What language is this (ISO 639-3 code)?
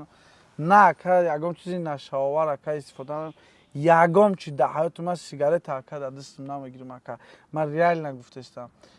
tgk